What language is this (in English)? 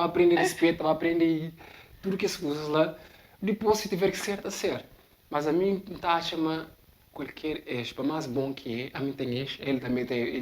Kabuverdianu